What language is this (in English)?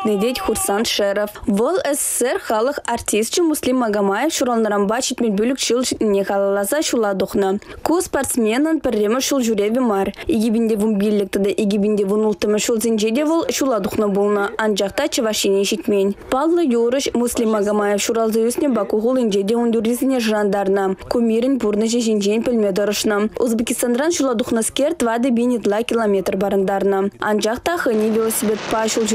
Chuvash